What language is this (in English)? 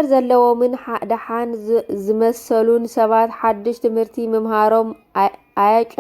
Tigrinya